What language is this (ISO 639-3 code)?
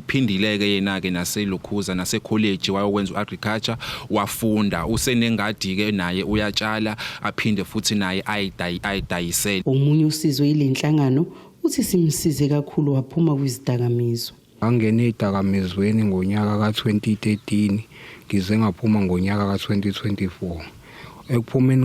zul